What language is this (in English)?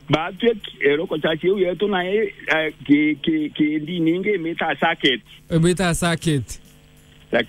Meru